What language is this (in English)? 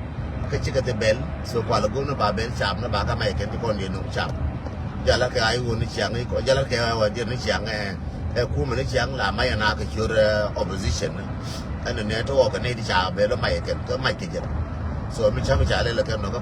Nuer